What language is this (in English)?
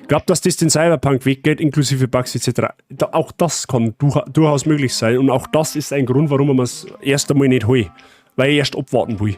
Bavarian